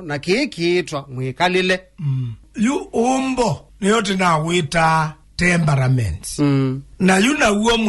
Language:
Kamba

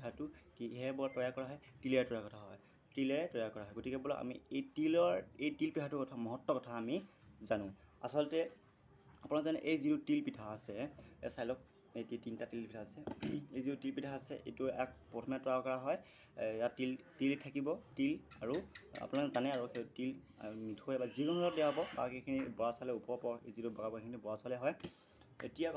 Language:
Assamese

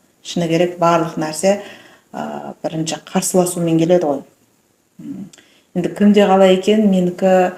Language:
Kazakh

